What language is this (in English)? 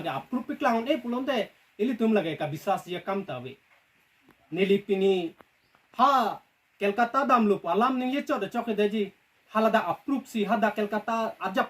Karbi